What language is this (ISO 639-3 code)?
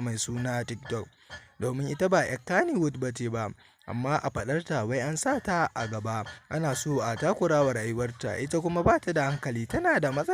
hau